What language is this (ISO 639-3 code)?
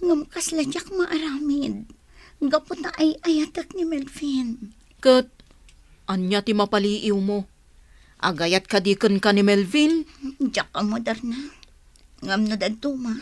ilo